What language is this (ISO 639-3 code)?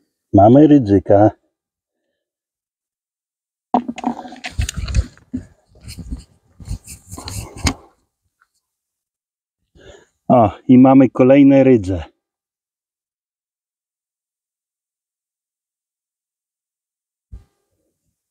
pol